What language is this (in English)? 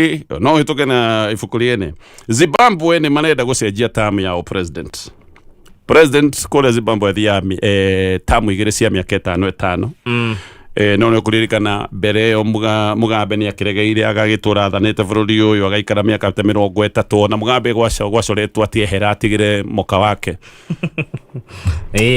Kikuyu